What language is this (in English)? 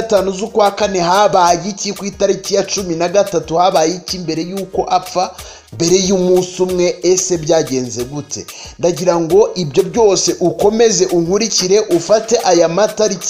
Kinyarwanda